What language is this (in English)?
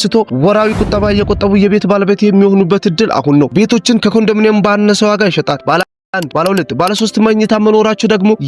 Amharic